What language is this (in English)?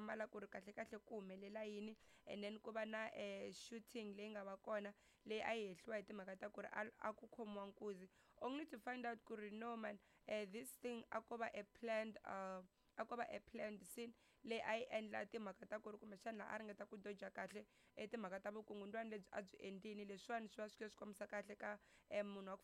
Tsonga